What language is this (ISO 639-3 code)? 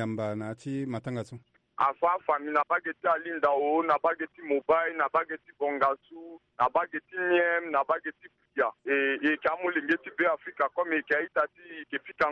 sag